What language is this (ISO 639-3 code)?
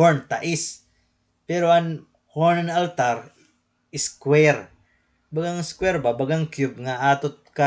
war